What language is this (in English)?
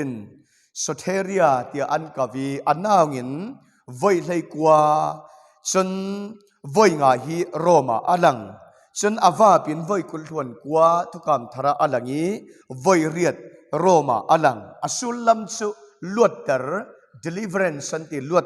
Falam Chin